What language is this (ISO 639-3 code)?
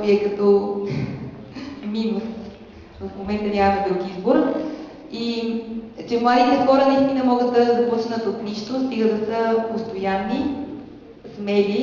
bul